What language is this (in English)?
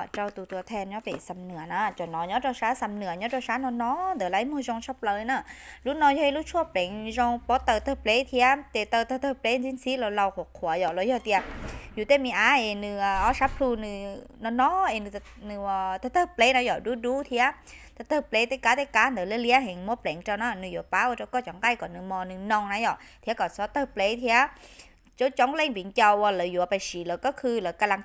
Hmong